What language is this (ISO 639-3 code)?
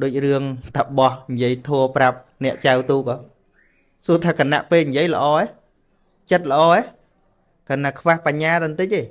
khm